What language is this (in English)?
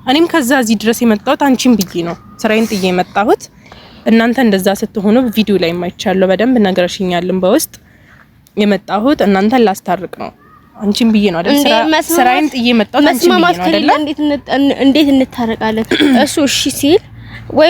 Amharic